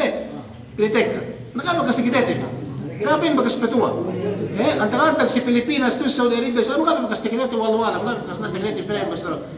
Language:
Yakan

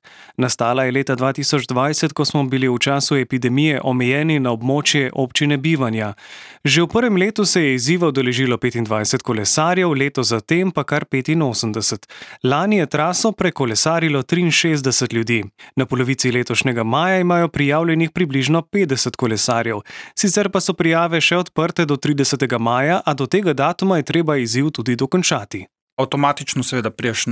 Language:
Slovenian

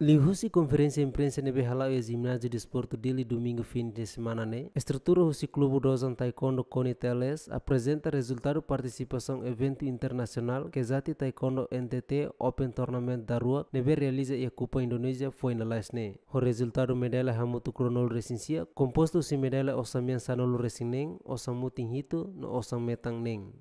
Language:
Tetum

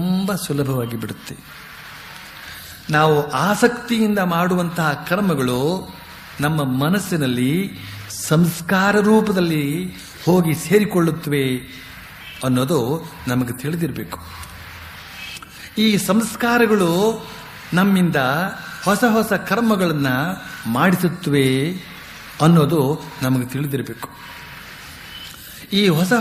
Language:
Kannada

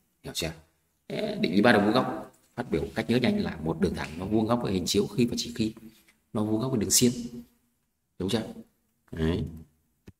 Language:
Vietnamese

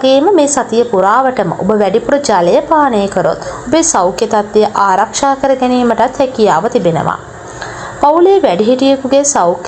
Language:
Sinhala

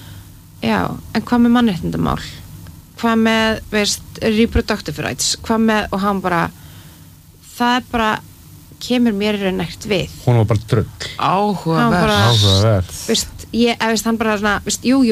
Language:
Icelandic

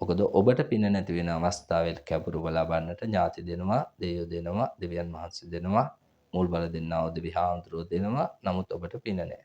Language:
Sinhala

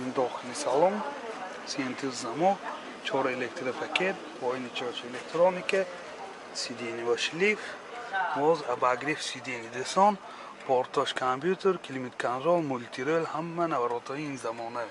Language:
Tajik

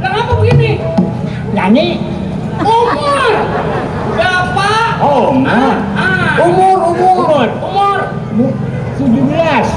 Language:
Betawi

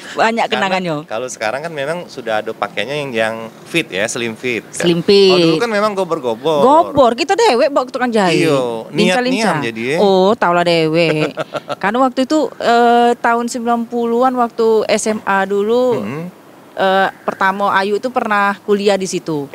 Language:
Musi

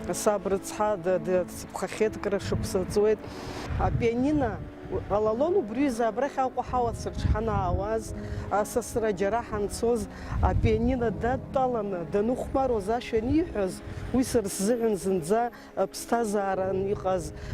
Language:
Abkhazian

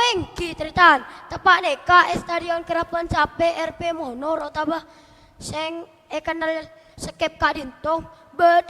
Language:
Madurese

